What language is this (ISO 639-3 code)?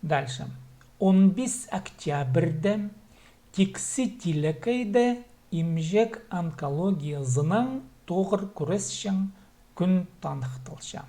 kjh